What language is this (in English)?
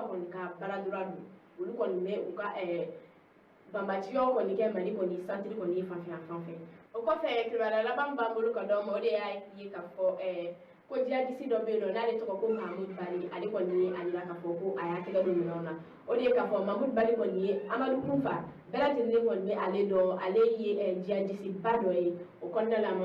Bambara